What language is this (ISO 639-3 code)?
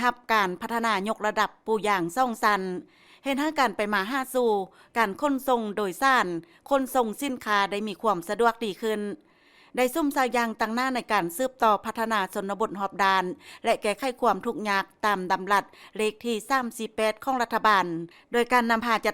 lao